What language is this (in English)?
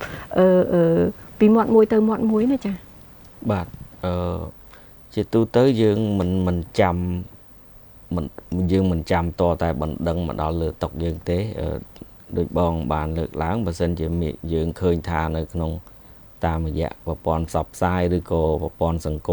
Khmer